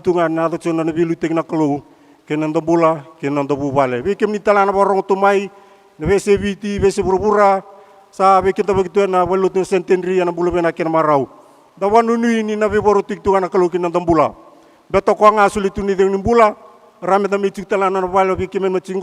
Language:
Fijian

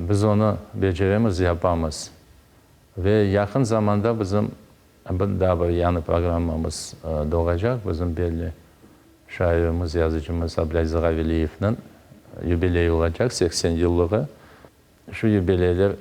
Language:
Crimean Tatar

